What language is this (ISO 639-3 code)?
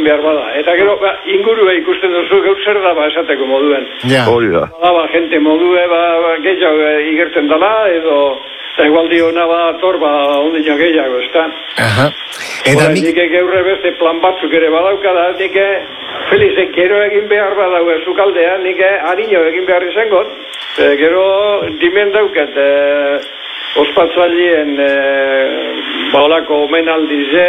eus